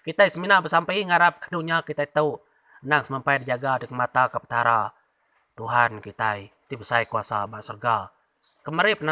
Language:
Iban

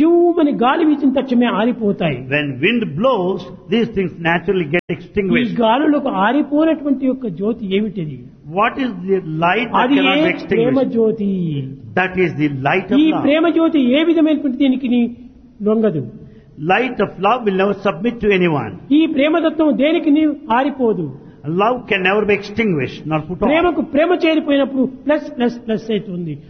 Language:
Telugu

